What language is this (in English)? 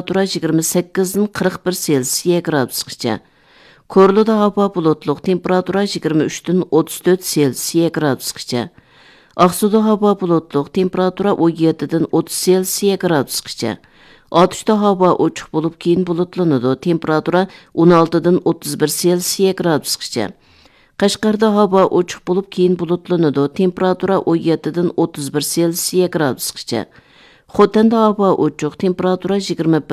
Uyghur